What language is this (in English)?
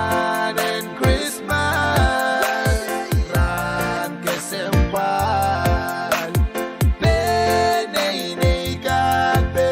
Pohnpeian